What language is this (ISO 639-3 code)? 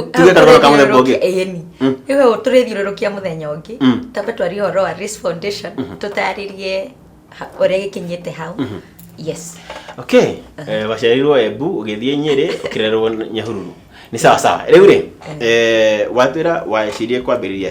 kik